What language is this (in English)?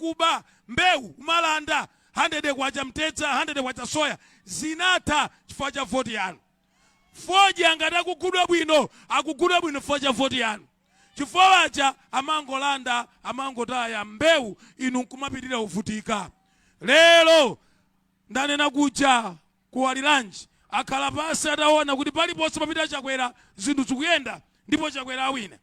Nyanja